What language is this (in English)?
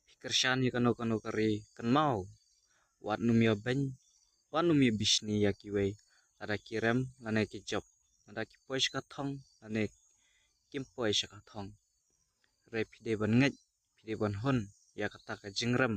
Khasi